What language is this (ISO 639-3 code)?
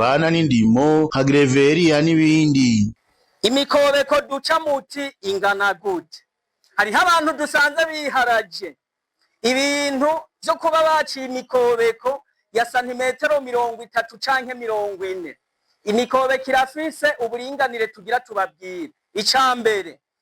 run